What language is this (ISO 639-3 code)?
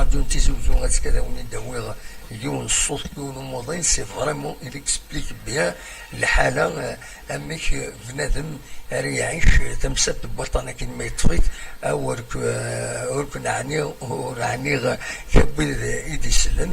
kab